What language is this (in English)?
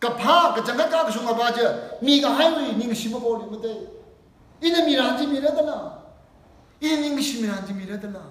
Tangkhul Naga (India)